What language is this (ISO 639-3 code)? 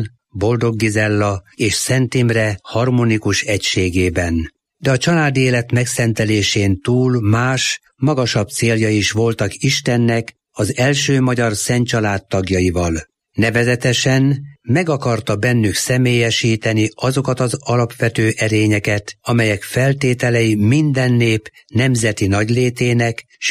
hun